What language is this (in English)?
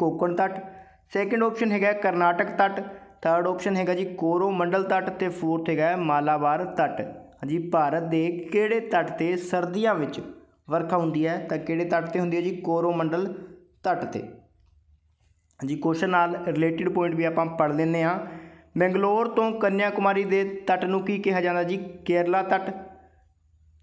Punjabi